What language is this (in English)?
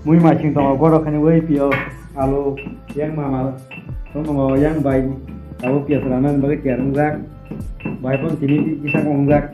Kok Borok